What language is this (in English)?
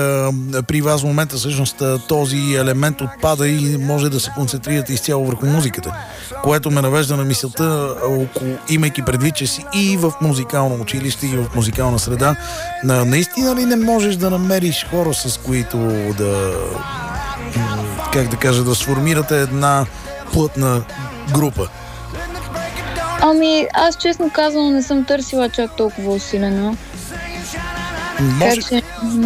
Bulgarian